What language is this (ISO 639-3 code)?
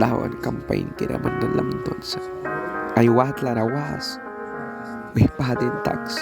miq